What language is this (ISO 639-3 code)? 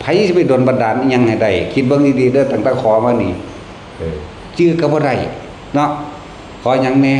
tts